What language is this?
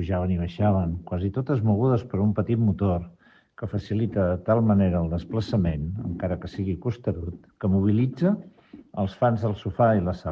Catalan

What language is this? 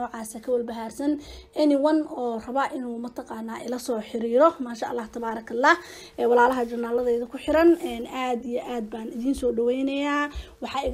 Somali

